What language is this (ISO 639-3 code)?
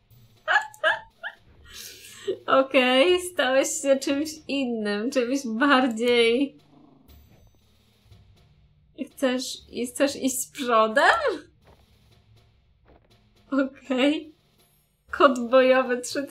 pol